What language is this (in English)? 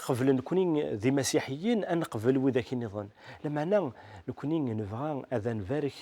Kabyle